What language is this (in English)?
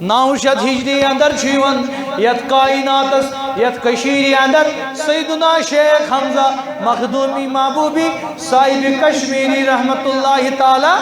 Kashmiri